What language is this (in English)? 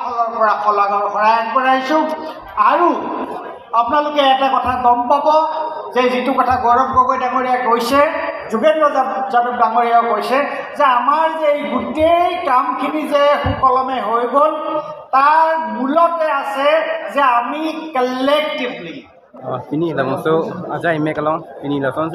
Karbi